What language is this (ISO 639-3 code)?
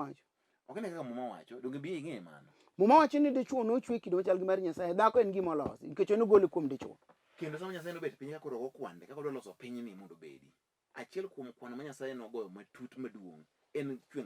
luo